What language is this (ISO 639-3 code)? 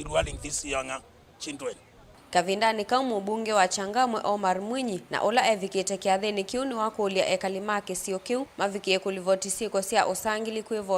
kam